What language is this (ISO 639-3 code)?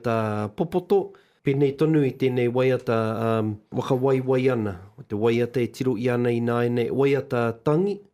mri